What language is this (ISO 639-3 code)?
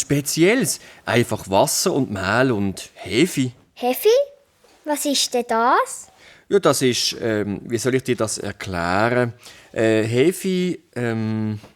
gsw